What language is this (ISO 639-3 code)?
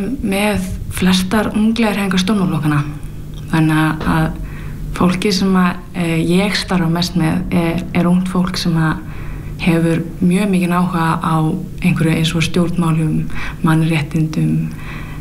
isl